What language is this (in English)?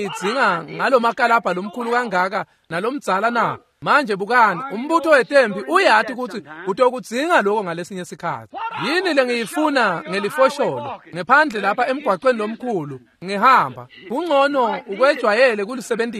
Swati